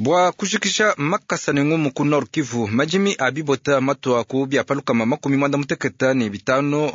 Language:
Luba-Lulua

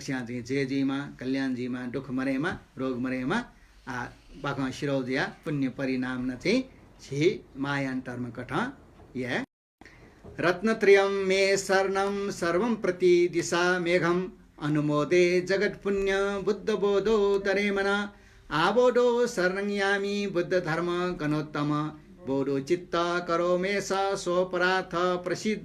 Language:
Newari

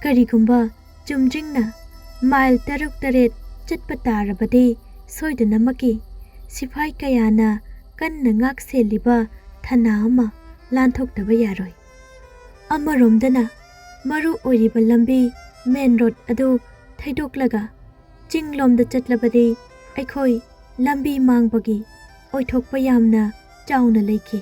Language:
Manipuri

